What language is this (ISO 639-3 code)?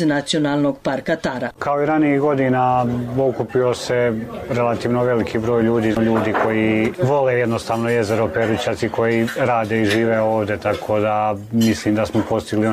srp